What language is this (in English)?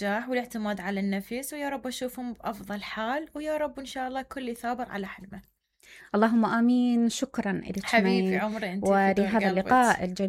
Mesopotamian Arabic